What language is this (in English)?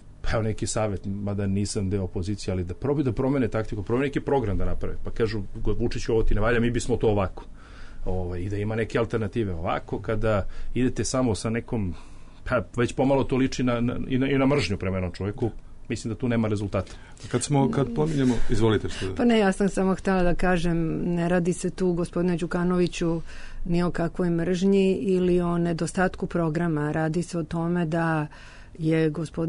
Serbian